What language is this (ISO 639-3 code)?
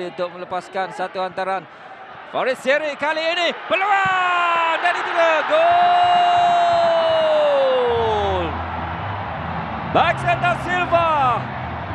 msa